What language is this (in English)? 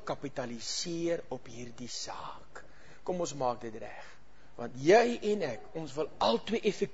Afrikaans